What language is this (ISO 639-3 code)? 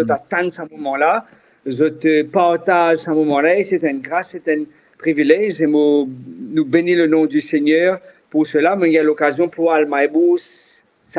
mfe